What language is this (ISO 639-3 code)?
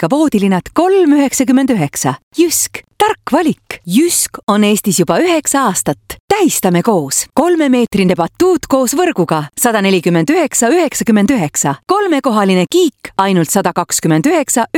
est